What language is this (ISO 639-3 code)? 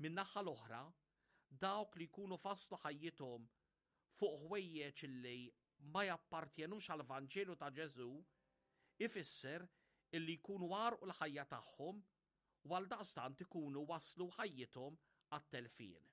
mlt